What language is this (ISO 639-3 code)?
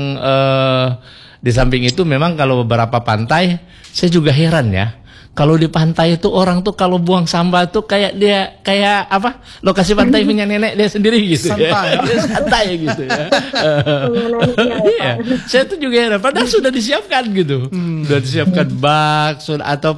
ind